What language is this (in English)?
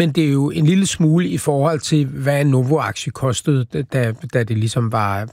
Danish